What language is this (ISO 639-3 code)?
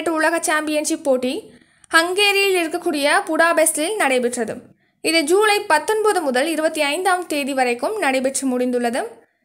tam